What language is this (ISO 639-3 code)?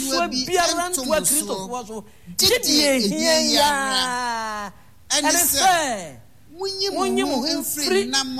aka